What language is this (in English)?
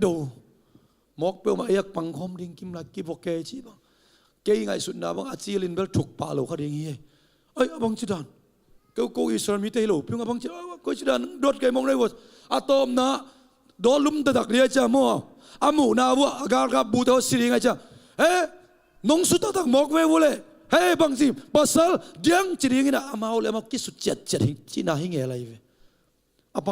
Tedim Chin